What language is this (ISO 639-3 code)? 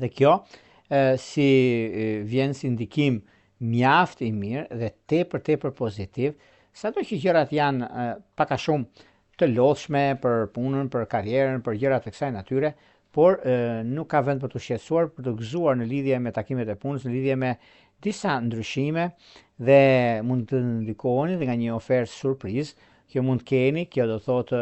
sqi